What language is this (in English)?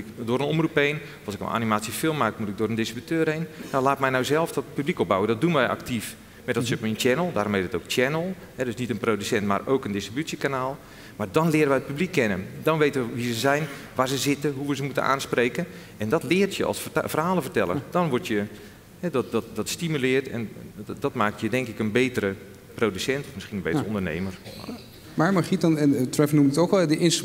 Dutch